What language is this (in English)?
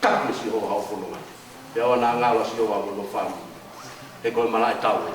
Tongan